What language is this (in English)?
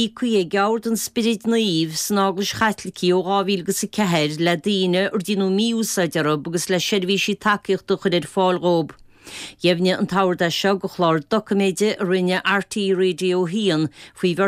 Irish